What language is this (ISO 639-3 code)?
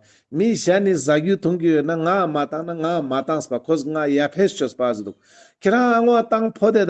lbj